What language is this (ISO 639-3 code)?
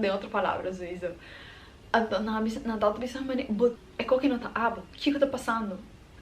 pap